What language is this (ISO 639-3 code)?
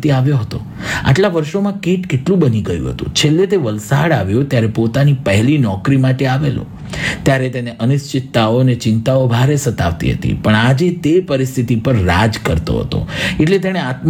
guj